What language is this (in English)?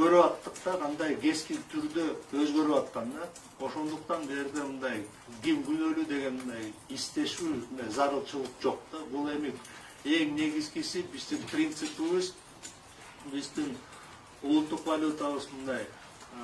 Kyrgyz